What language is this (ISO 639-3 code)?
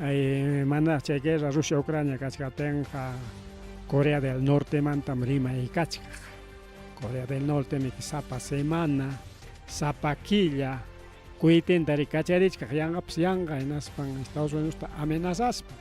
quy